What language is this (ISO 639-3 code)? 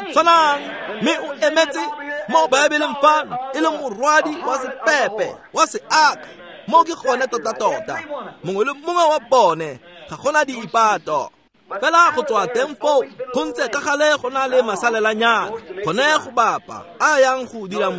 tsn